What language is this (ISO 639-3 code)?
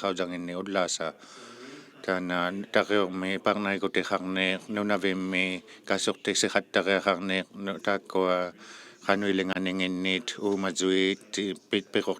iku